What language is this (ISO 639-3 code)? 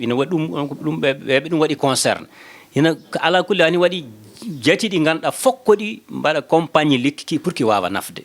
ful